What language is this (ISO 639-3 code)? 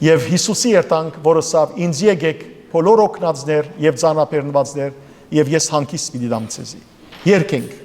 hyw